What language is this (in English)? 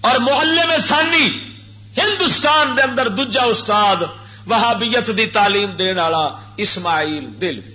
Western Panjabi